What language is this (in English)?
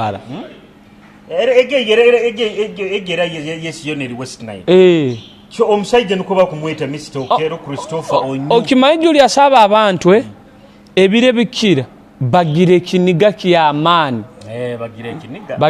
Nyoro